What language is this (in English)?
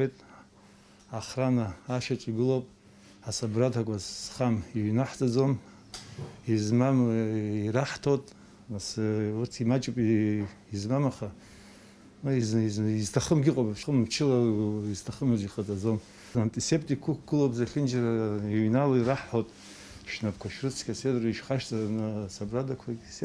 Abkhazian